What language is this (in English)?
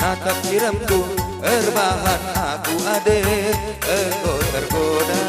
Batak Karo